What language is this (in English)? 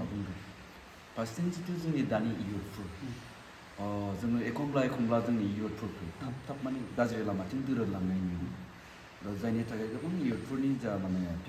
Bodo